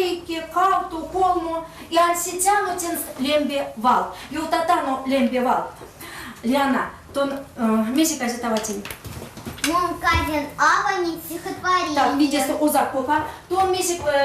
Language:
Erzya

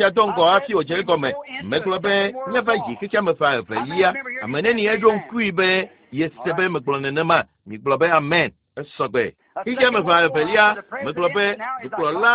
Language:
Ewe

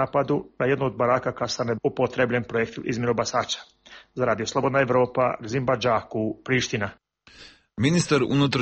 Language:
Serbian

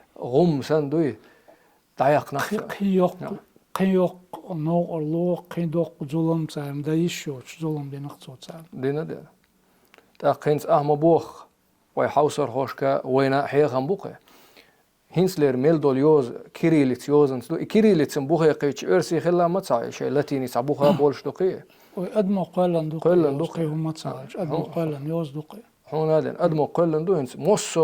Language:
Chechen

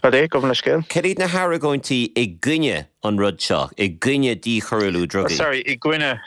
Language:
Irish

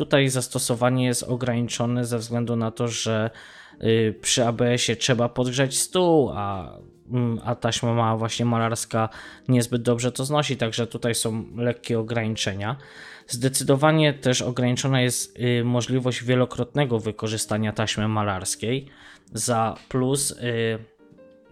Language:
Polish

